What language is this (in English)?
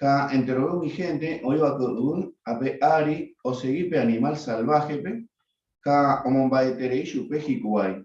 Guarani